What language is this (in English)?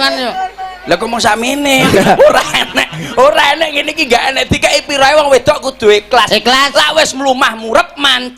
Javanese